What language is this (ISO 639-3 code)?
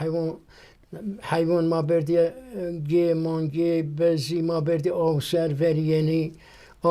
zza